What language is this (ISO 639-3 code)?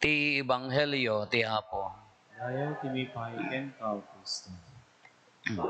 ilo